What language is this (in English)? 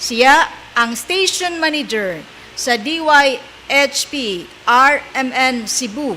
Cebuano